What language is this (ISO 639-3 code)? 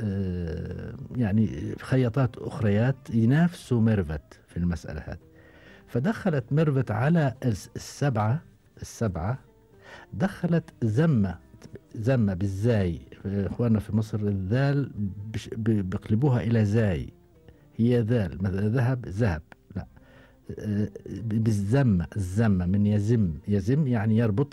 afb